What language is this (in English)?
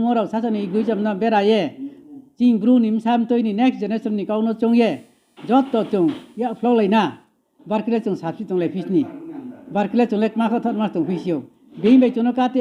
Riang (India)